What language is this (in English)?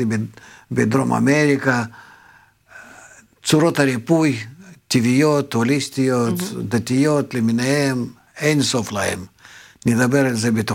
Hebrew